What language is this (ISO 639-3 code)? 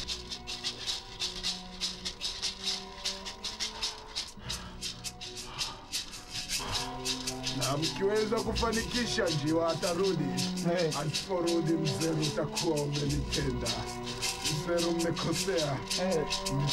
swa